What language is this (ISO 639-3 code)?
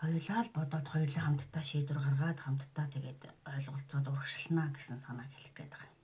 mon